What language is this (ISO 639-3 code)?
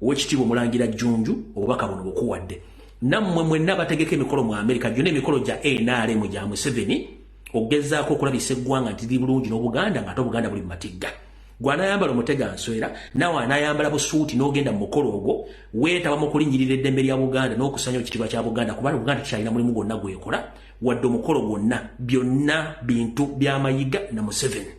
lug